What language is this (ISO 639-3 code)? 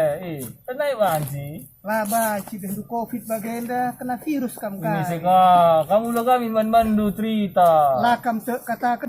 btx